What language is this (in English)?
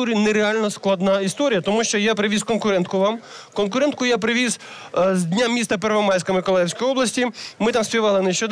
Ukrainian